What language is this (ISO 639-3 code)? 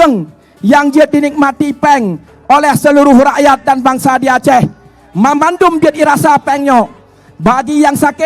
ace